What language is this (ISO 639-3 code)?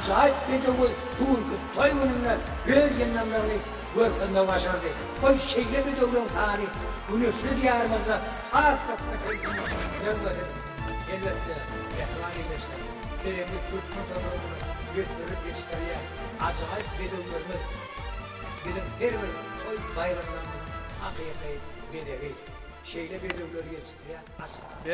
tuk